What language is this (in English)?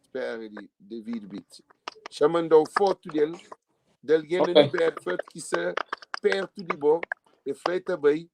Kabuverdianu